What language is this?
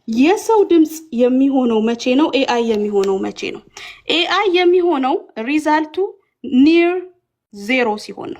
Amharic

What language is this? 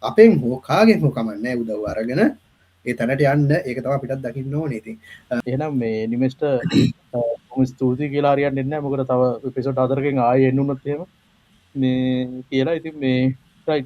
Sinhala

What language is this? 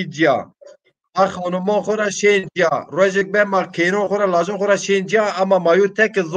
Zaza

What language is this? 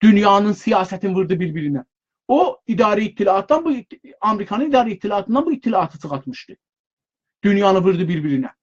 South Azerbaijani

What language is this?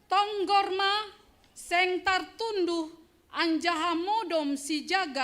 Batak Simalungun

